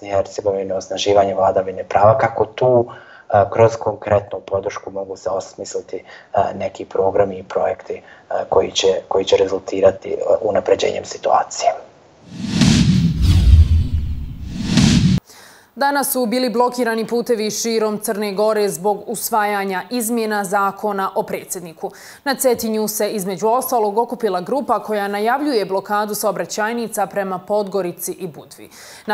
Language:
Bosnian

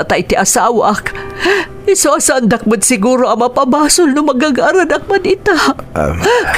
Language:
Iloko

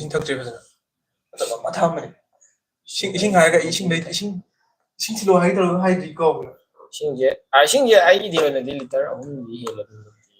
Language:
Manipuri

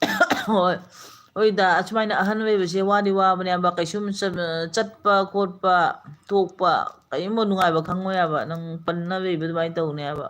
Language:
Manipuri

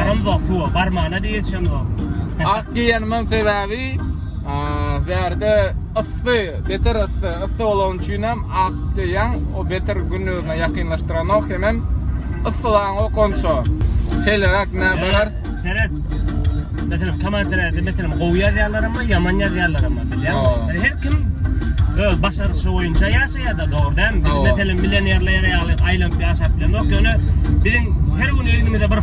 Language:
Turkmen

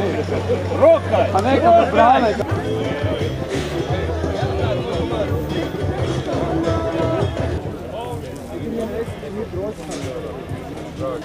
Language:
Serbian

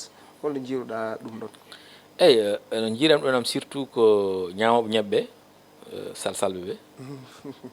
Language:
Fula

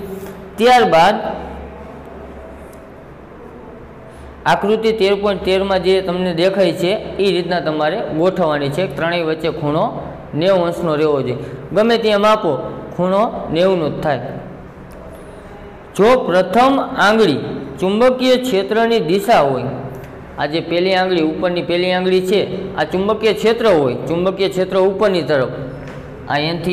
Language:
Gujarati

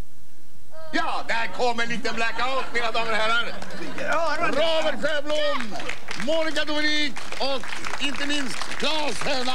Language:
Swedish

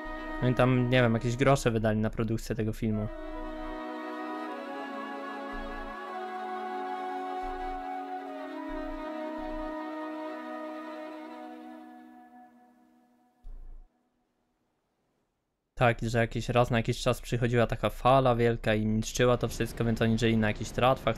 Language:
Polish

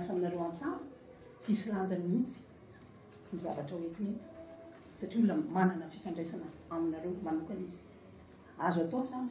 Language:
Malagasy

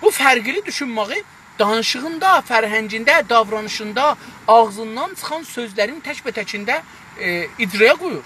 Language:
South Azerbaijani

